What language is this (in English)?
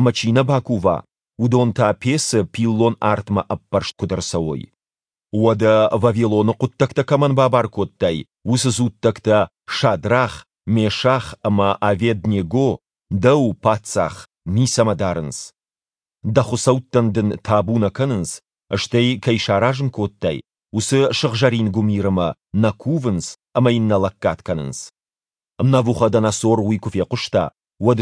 Ossetic